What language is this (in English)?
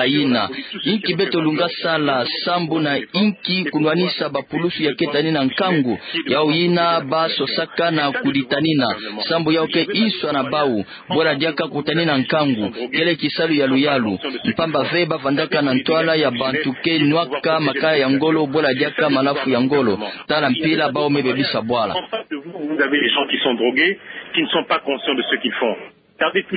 Kituba (Democratic Republic of Congo)